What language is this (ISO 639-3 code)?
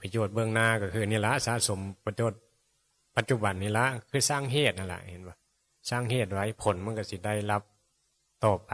tts